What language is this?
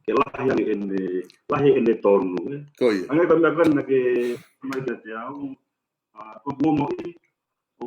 Tongan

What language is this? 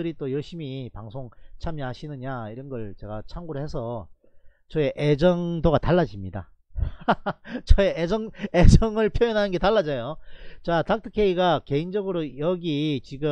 Korean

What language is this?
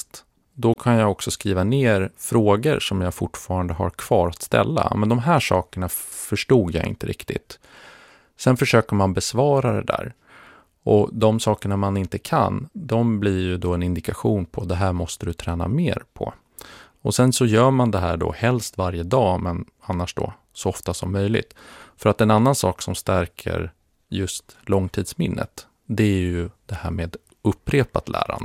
Swedish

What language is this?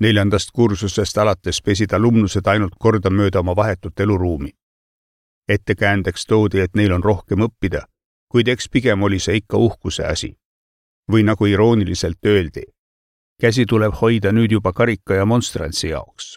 Estonian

